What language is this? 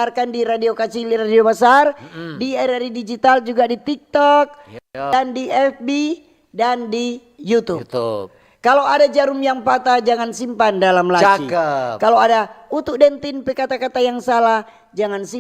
Manado Malay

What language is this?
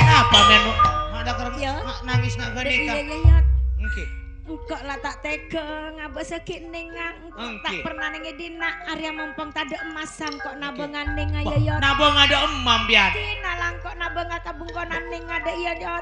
Madurese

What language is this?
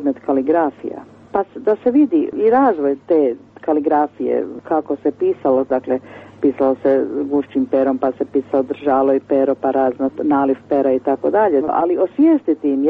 Croatian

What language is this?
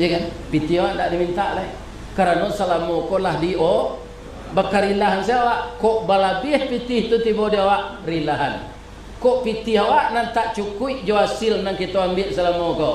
Minangkabau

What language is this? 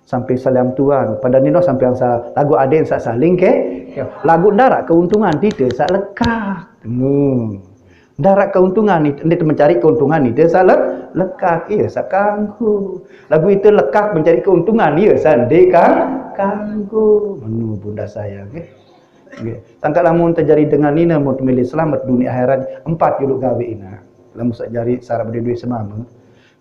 Sasak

